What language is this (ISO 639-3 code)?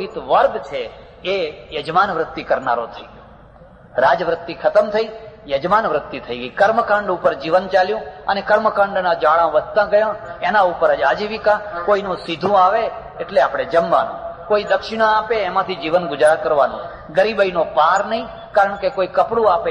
guj